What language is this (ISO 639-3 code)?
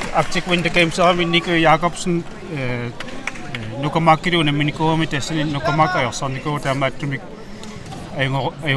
kal